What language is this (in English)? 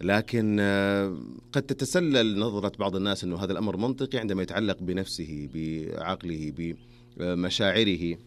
Najdi Arabic